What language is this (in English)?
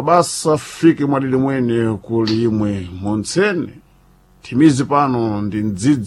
Sena